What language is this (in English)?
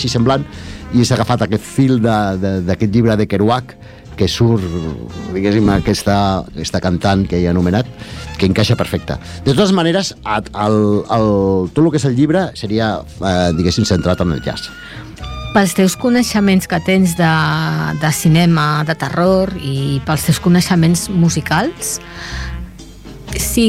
Catalan